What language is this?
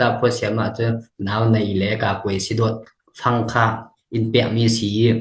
Falam Chin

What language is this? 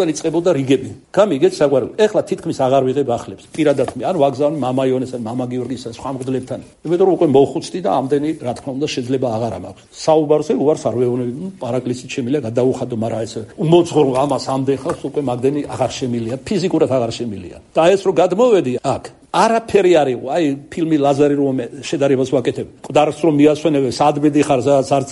Georgian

